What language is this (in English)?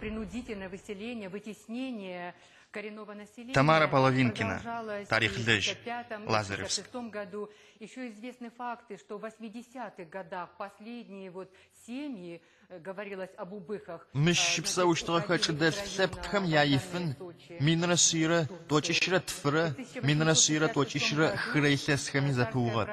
Adyghe